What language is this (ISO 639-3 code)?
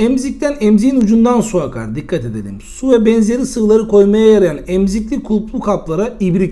tur